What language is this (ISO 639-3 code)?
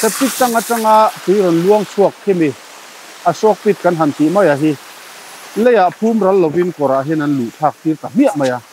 lus